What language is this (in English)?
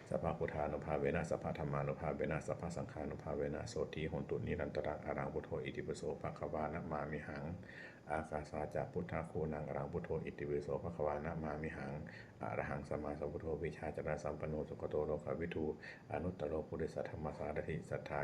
Pali